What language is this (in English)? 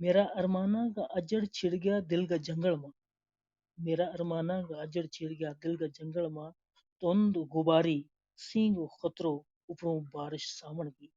Gujari